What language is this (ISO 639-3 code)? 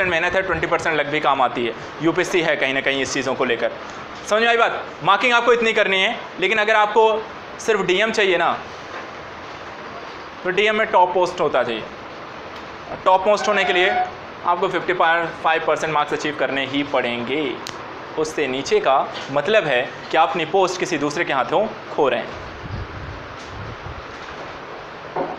hin